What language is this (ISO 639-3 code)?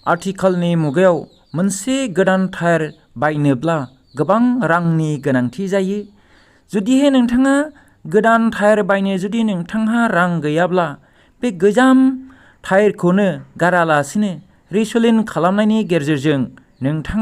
brx